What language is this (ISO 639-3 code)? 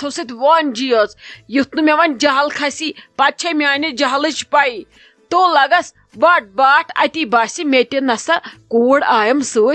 kas